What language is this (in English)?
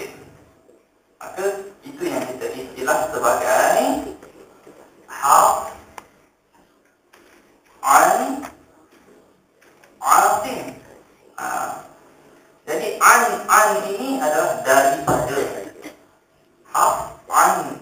Malay